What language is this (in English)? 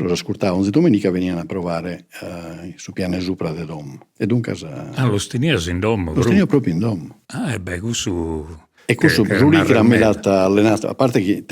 Sardinian